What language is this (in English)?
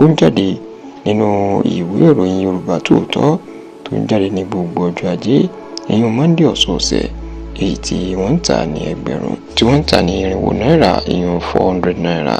Yoruba